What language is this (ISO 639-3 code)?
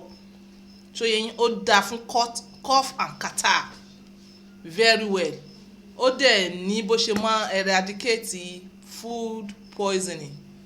yor